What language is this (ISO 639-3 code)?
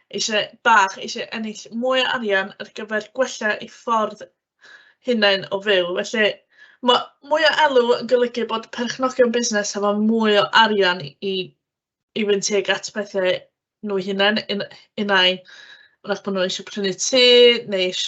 cym